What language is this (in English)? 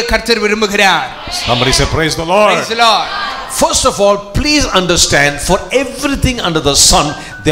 Tamil